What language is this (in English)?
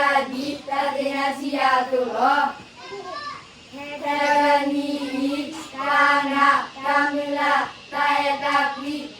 S'gaw Karen